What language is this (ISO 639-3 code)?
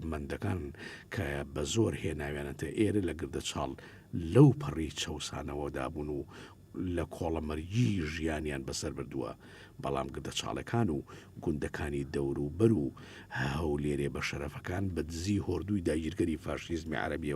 ckb